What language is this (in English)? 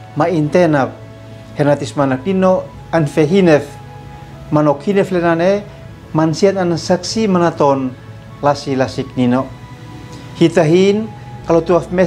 Uab Meto